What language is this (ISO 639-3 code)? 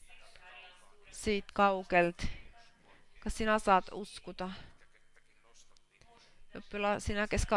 fin